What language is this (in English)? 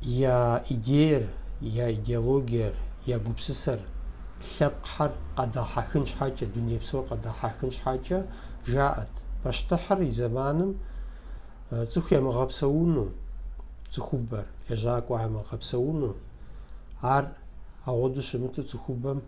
Kabardian